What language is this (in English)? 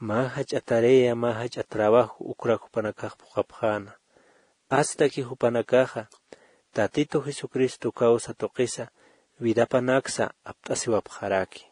Aymara